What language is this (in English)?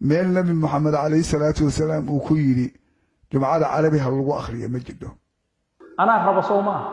Somali